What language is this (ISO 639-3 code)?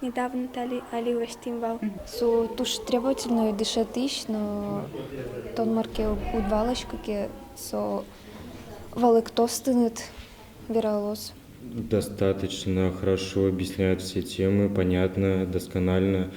udm